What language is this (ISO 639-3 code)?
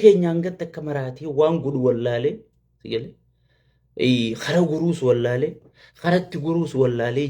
orm